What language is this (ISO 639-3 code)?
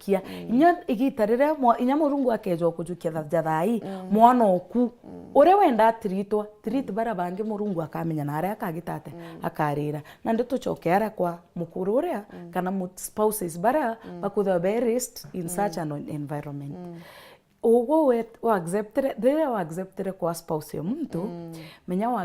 mer